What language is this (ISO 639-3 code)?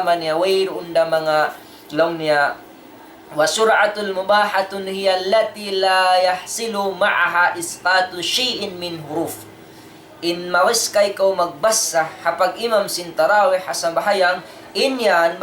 tsg